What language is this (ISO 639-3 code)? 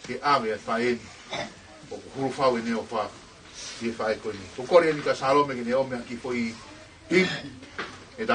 ton